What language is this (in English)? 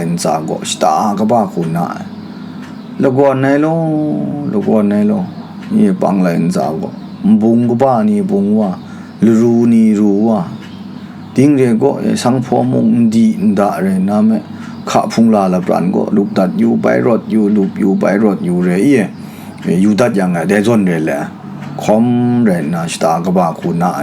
Kachin